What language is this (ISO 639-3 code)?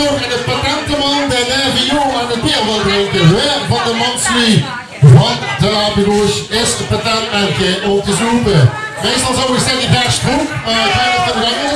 lim